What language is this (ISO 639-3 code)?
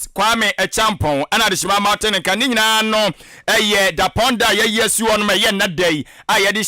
aka